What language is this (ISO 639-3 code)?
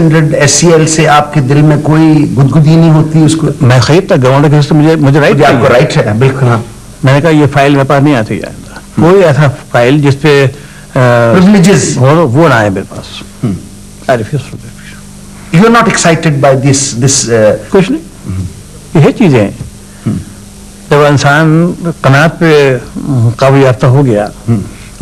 urd